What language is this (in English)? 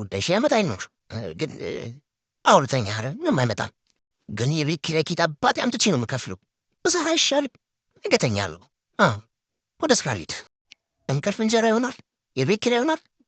Amharic